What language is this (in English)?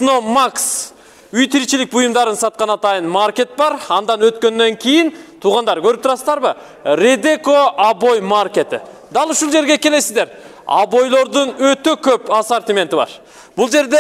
Kyrgyz